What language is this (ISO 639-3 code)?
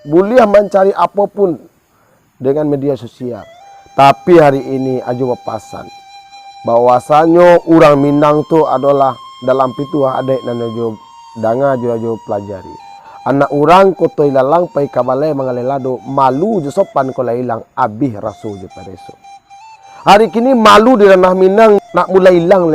min